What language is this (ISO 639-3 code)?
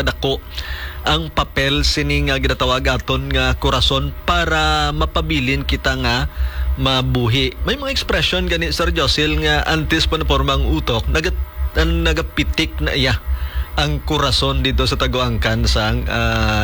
hil